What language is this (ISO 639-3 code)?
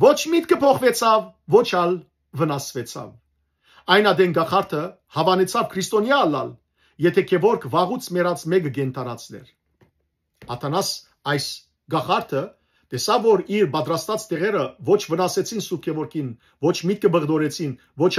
hyw